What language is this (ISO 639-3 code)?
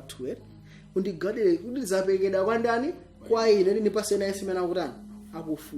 nya